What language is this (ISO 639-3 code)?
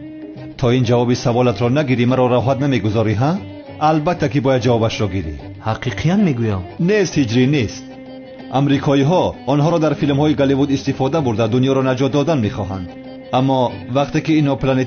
tgk